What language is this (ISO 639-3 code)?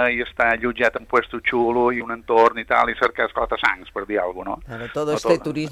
cat